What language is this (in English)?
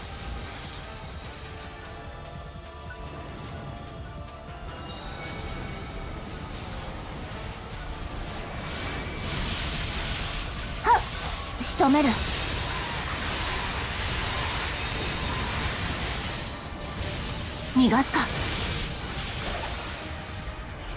Japanese